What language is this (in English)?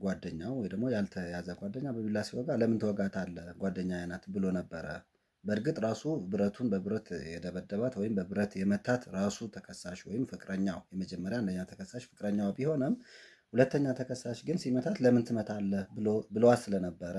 Amharic